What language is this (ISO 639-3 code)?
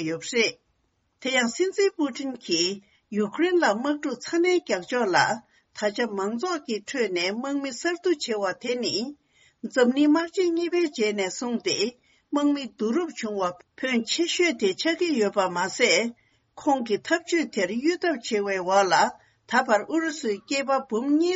bod